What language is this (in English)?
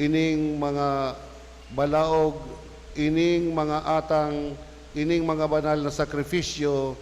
Bikol